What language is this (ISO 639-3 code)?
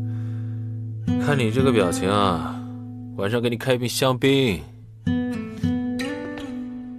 zho